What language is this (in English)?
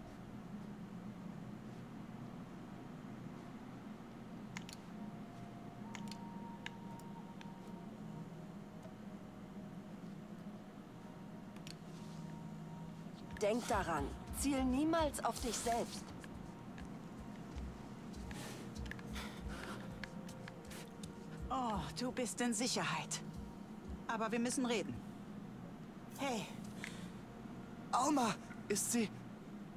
German